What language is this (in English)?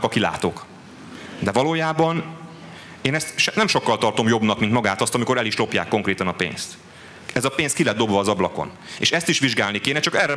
Hungarian